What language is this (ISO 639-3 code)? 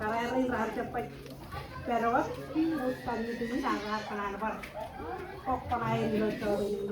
mah